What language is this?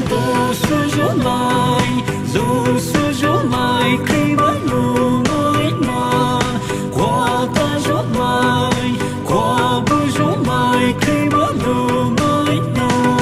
Poumei Naga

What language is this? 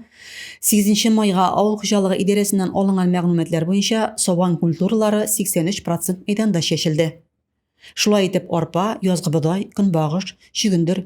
Tatar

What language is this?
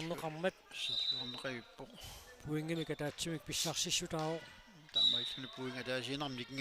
Kalaallisut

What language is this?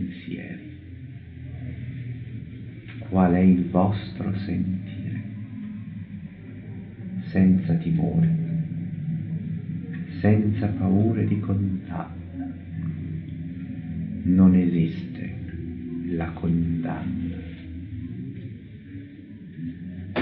Italian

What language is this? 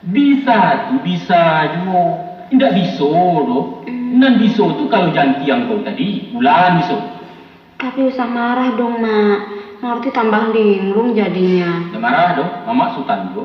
Minangkabau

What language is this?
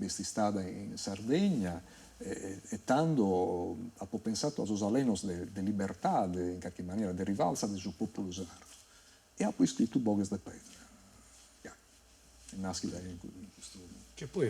Sardinian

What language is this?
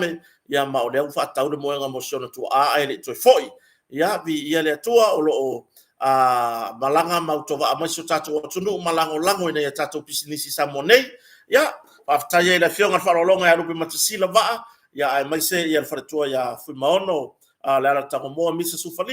Samoan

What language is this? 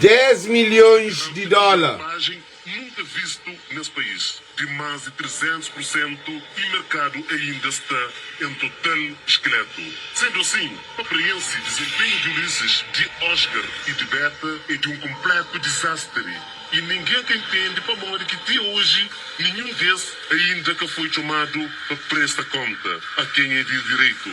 Kabuverdianu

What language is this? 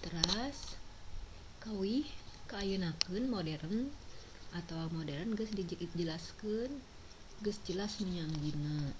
Sundanese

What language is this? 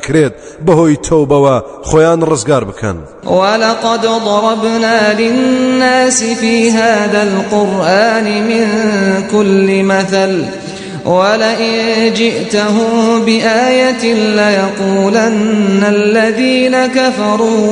Central Kurdish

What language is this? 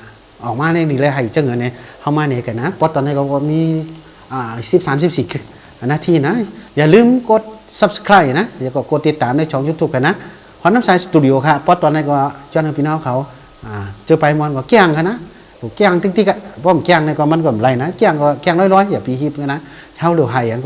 Shan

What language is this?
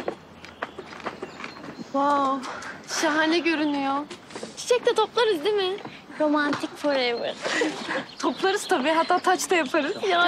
Turkish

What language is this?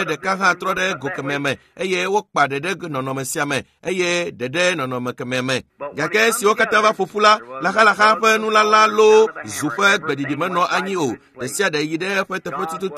Ewe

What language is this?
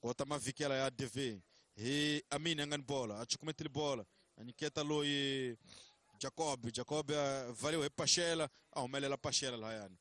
Tsonga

